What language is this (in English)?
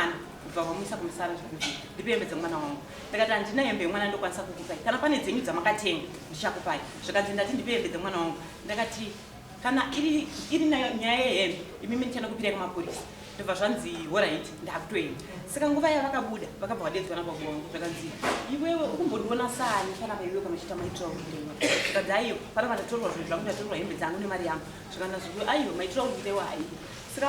Shona